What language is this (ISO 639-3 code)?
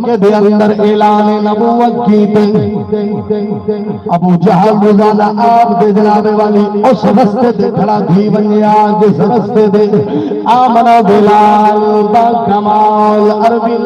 skr